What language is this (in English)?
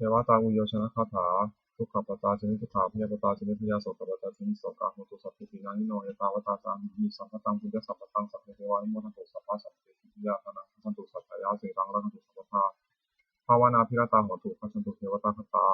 Pali